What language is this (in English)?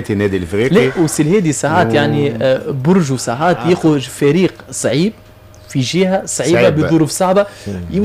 Tunisian Arabic